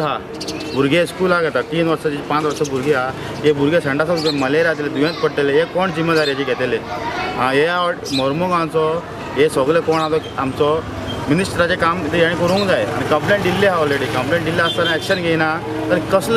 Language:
Konkani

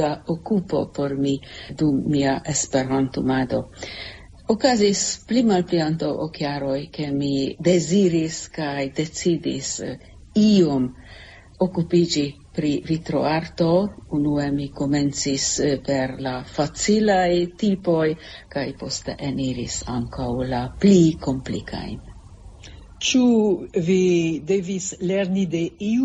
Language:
Esperanto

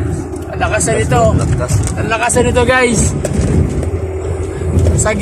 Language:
Filipino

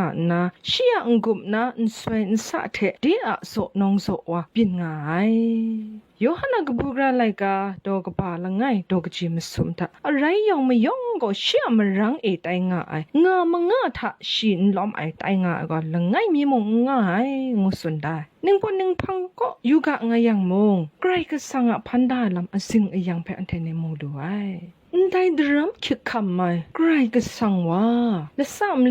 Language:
Kachin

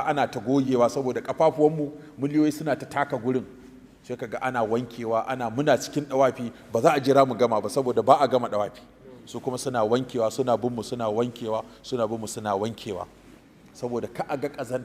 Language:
Hausa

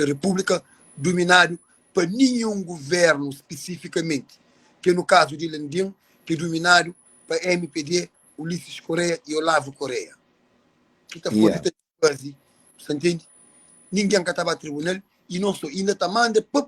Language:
Kabuverdianu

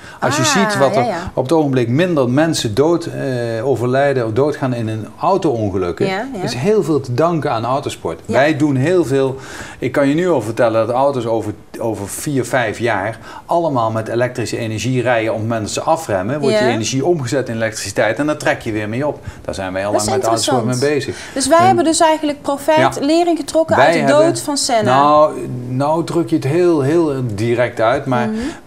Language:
Dutch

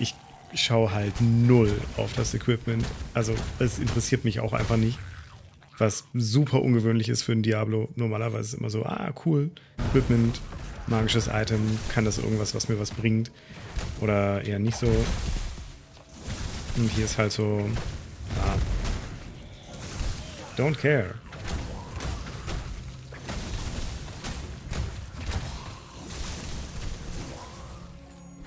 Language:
German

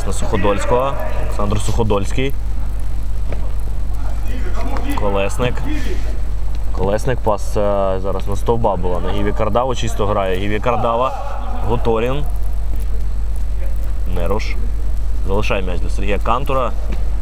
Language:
Ukrainian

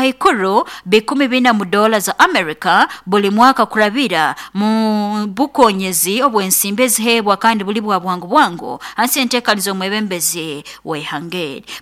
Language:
Nyankole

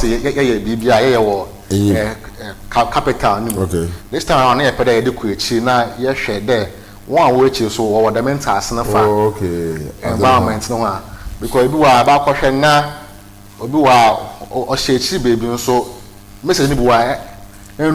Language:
Akan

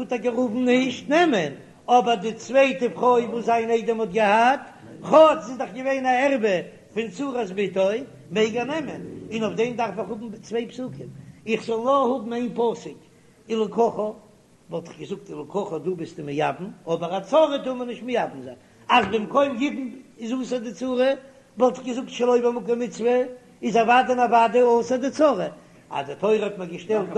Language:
Yiddish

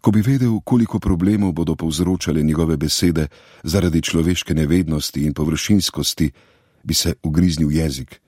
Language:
Slovenian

